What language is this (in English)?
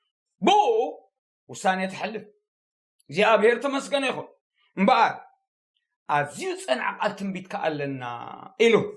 Tigrinya